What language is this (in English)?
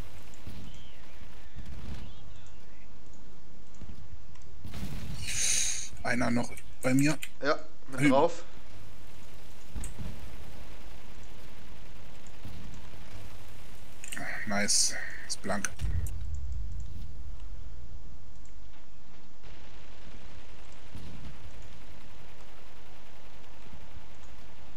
German